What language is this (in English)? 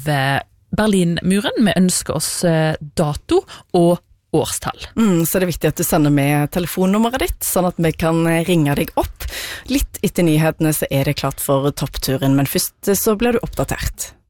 Norwegian